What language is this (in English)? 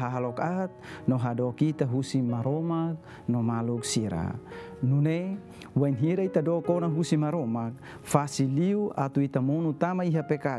Tetum